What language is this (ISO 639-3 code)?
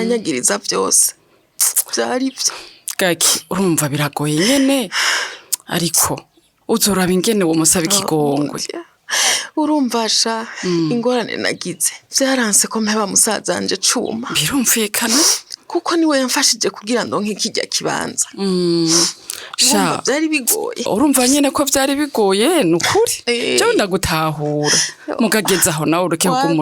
run